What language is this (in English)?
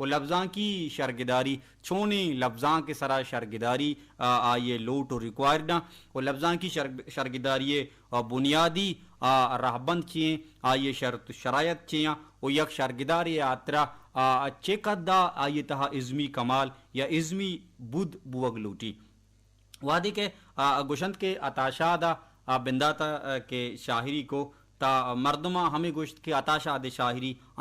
Baluchi